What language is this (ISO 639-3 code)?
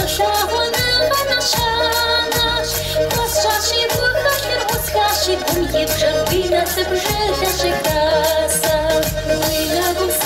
kbd